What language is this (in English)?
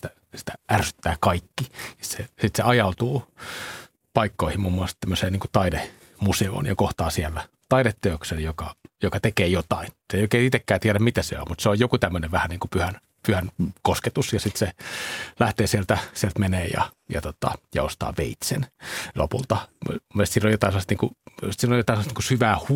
Finnish